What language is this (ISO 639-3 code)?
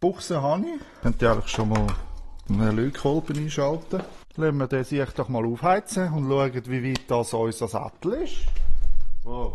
gsw